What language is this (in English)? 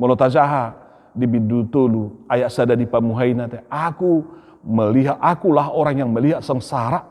Batak Toba